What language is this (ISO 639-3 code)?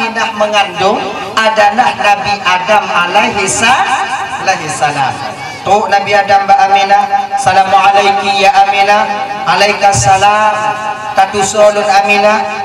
ace